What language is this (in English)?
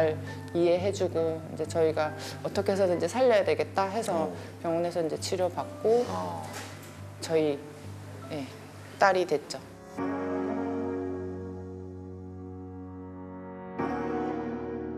Korean